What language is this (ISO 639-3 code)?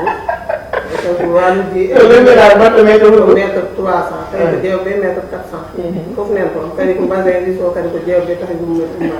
ful